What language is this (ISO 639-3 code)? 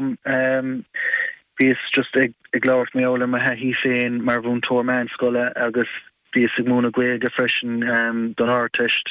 gle